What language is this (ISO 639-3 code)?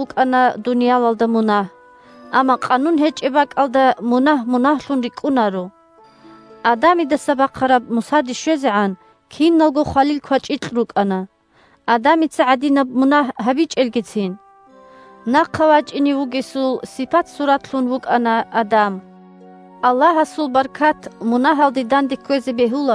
ava